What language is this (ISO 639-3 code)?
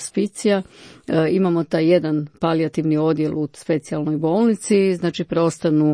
hrv